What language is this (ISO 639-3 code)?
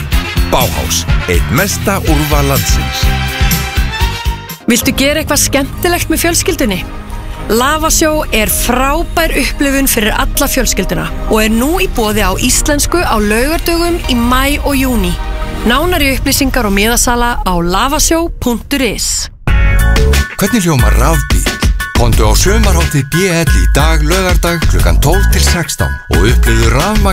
isl